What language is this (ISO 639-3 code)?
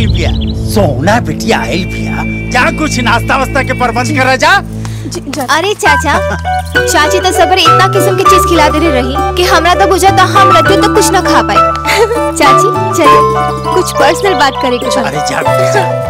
bho